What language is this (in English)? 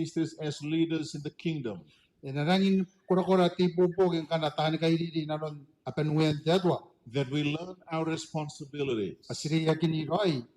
Gilbertese